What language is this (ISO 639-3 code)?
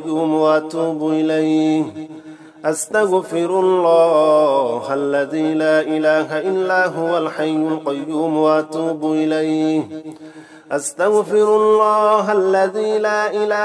ara